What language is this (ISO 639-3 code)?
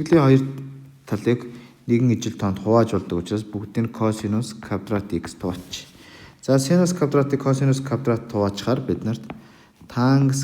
mon